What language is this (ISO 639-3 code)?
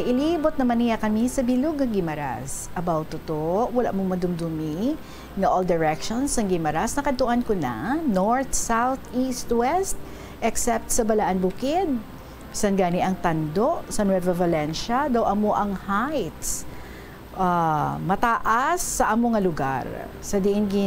hil